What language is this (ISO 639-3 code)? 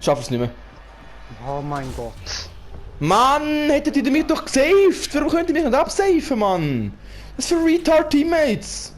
gsw